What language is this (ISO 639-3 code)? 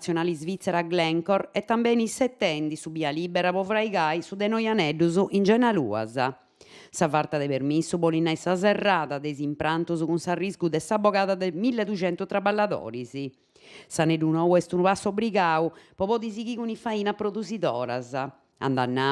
srd